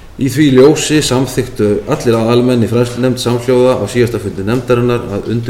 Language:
Icelandic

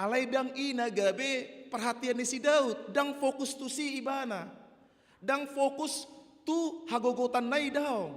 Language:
Batak Toba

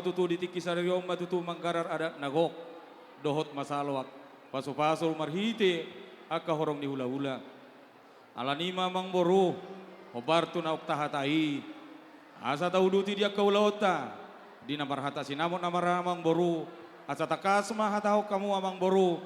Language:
Batak Toba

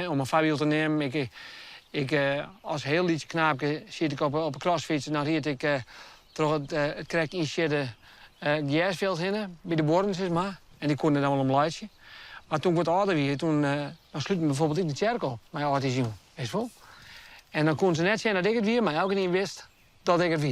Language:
Western Frisian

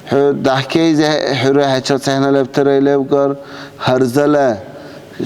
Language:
Dargwa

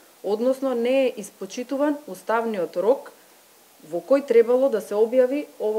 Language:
Macedonian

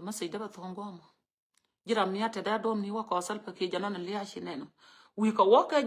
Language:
Nuer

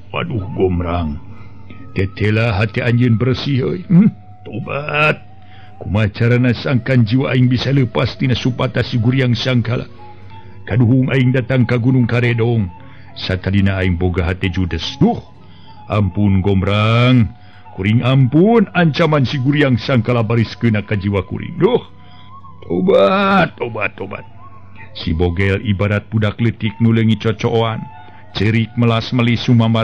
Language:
Sundanese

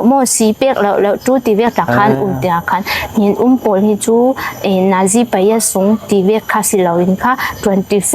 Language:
Falam Chin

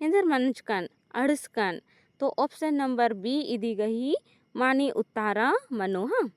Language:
Kurukh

